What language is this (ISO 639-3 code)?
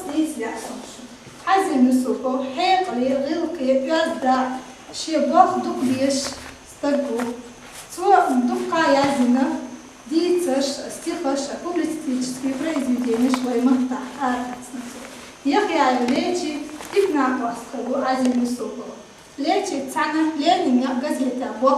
che